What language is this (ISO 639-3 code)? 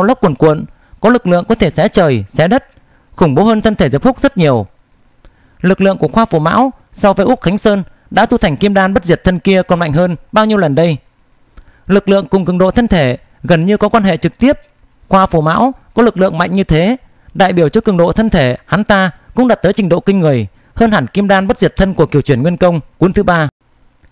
vie